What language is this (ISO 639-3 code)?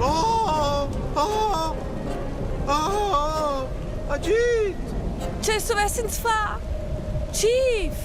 roh